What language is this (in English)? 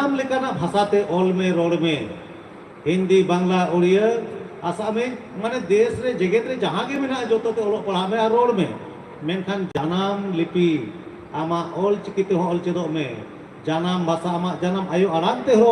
Santali